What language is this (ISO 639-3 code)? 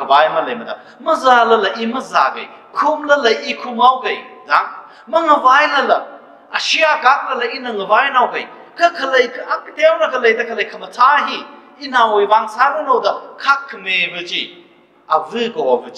nmf